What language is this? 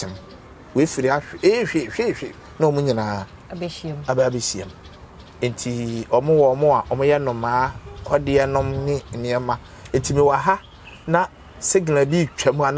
Akan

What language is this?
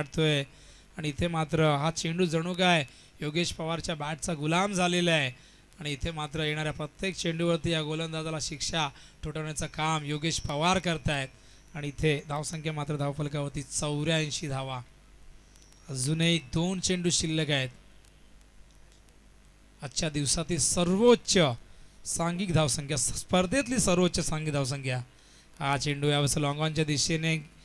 Marathi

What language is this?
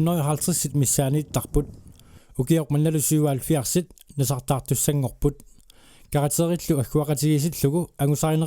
Kalaallisut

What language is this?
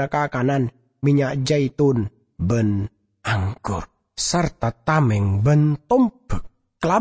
Madurese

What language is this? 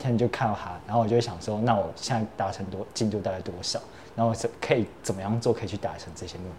Chinese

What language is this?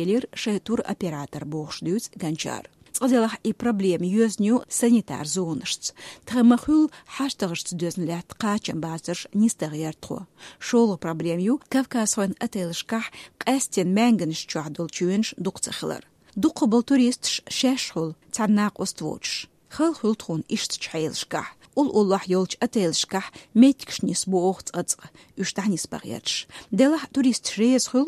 Chechen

